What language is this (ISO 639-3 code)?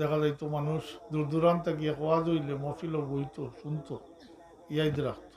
syl